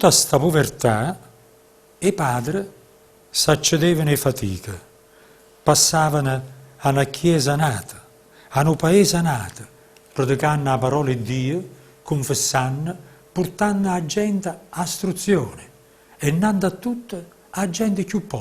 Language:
Neapolitan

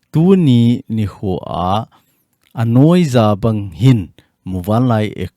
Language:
Thado Chin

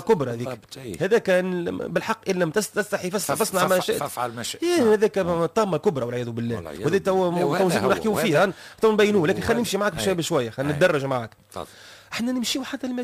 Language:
Tunisian Arabic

